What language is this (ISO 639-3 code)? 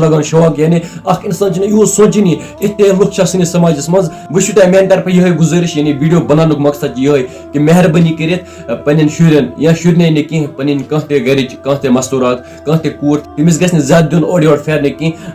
kas